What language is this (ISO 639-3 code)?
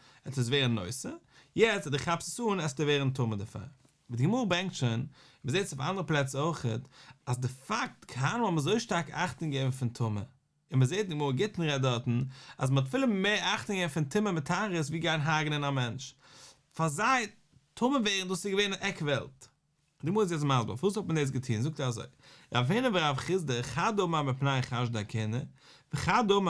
yid